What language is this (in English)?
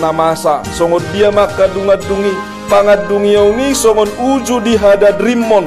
Batak Toba